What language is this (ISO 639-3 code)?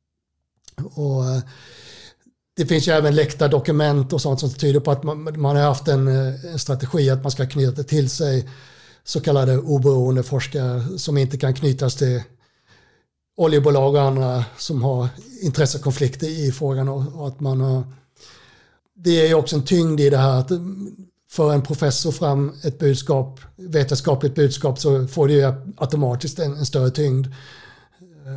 swe